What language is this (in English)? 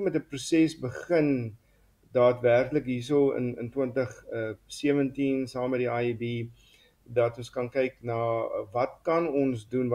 Afrikaans